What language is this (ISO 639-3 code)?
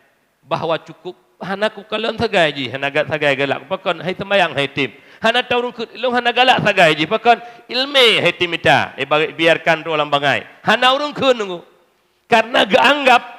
ace